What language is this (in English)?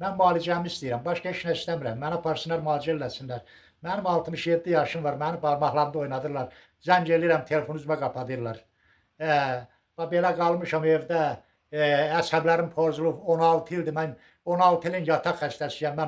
Azerbaijani